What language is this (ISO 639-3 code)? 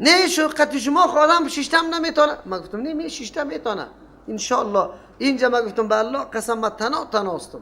fas